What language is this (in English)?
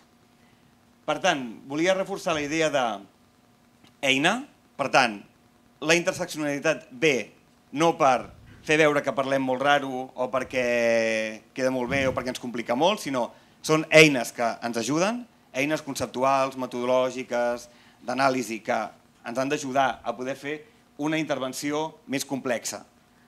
Catalan